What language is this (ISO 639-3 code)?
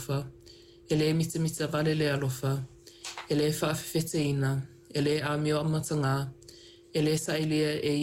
smo